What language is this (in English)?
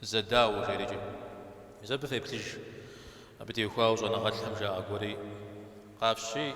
Kabardian